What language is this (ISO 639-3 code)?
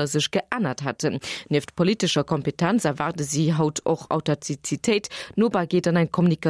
ltz